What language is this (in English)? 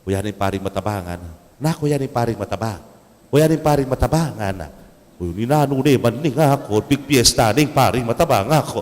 Pampanga